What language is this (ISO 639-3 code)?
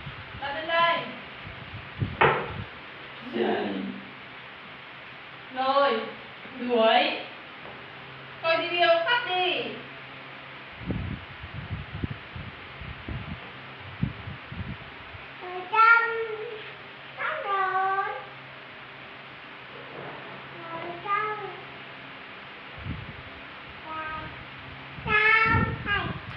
vie